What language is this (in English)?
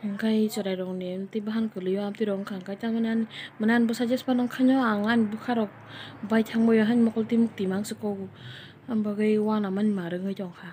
Kok Borok